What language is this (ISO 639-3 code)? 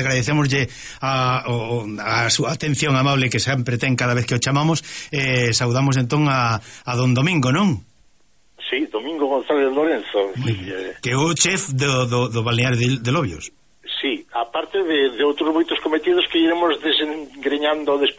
glg